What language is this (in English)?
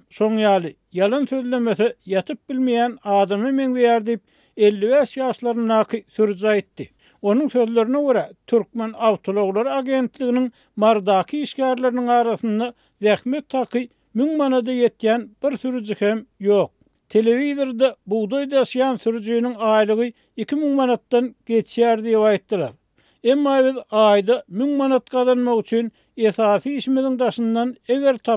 Turkmen